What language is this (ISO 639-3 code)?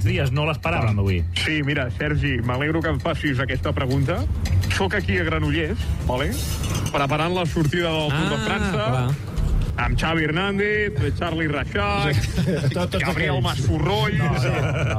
cat